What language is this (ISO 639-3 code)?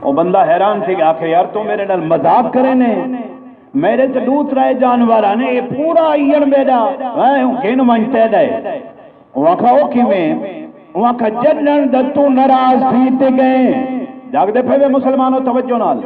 skr